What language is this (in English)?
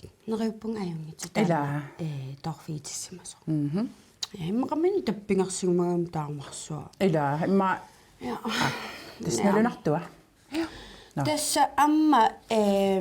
Kalaallisut